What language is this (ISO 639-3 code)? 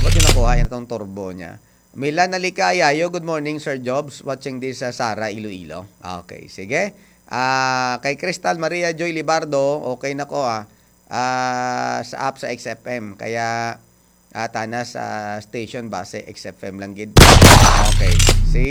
hil